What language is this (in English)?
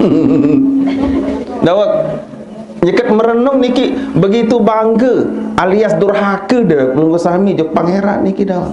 Sasak